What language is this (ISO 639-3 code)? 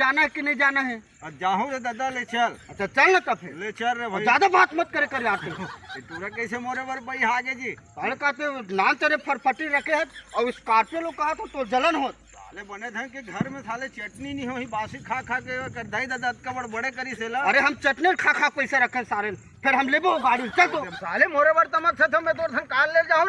hne